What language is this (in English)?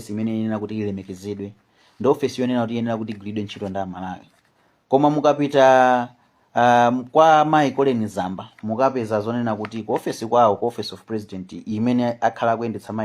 Nyanja